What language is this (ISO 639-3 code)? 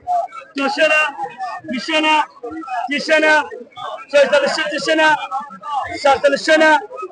syl